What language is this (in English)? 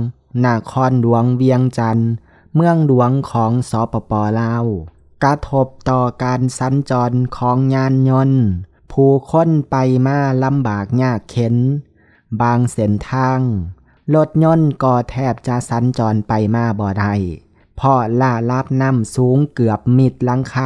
Lao